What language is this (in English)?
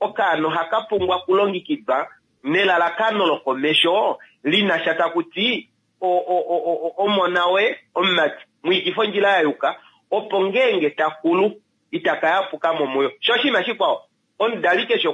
Kuanyama